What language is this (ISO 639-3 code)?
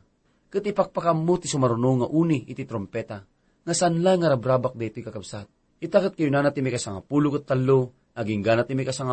ilo